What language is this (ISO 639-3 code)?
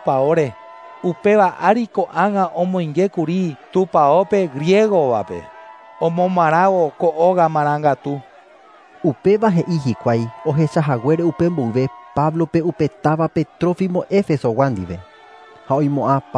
grn